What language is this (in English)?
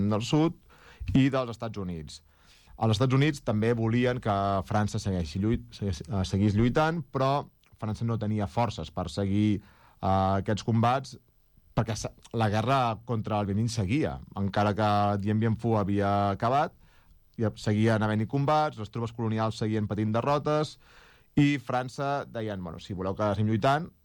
Catalan